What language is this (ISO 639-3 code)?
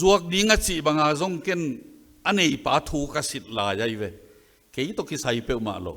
ctd